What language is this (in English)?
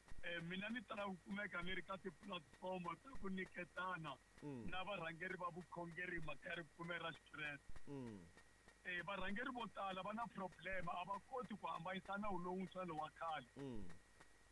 Tsonga